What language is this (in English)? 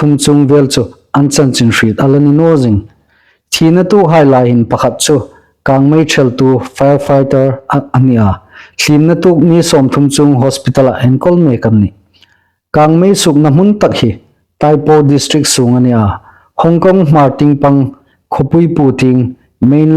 Hmar